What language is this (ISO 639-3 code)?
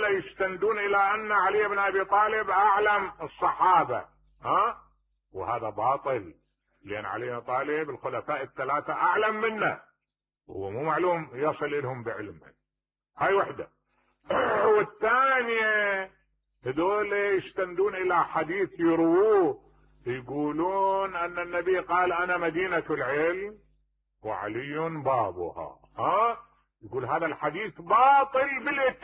acm